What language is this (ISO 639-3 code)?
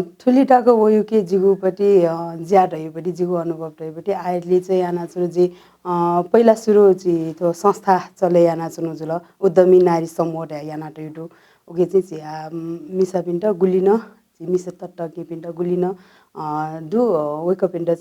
new